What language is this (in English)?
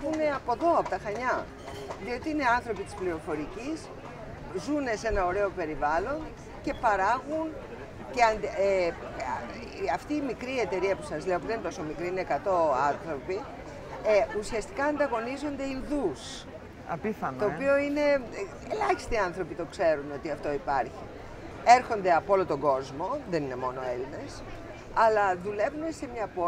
Greek